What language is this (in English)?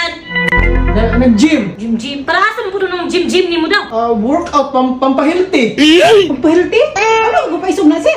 Cebuano